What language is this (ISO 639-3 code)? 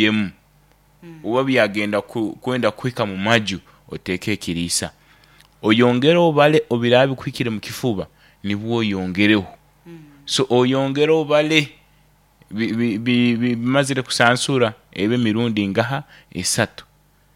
nyn